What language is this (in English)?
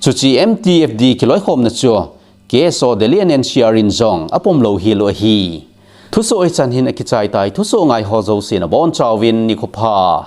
Thado Chin